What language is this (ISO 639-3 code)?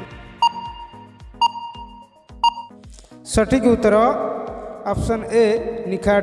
ori